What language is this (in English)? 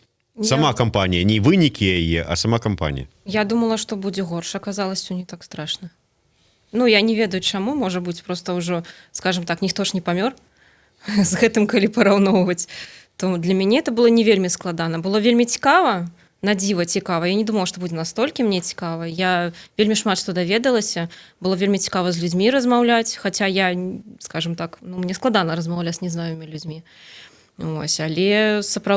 Belarusian